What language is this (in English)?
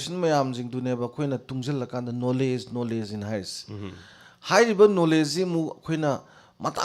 Manipuri